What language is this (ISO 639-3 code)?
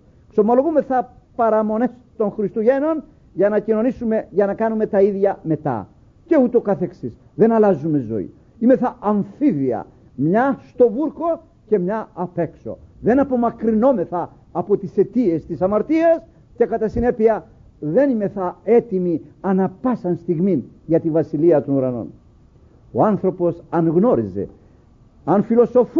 ell